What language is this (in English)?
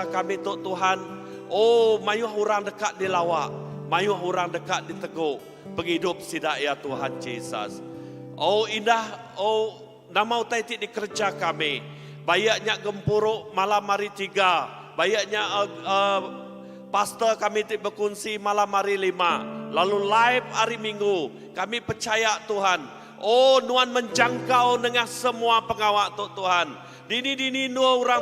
Iban